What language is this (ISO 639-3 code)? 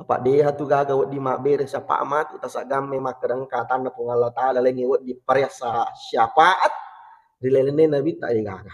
bug